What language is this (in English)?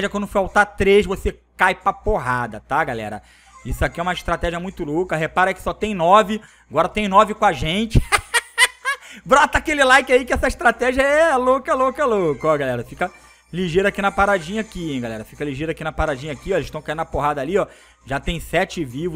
Portuguese